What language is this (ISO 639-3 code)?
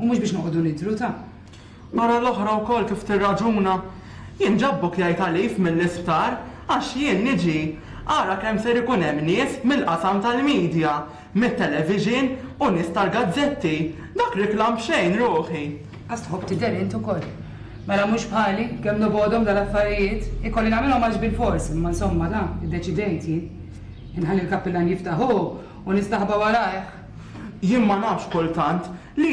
mlt